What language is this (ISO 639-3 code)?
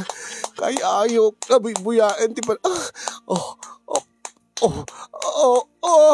ilo